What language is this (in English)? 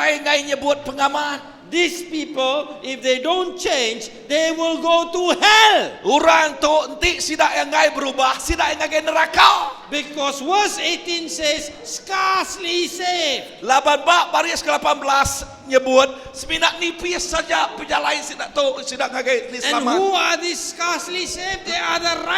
Iban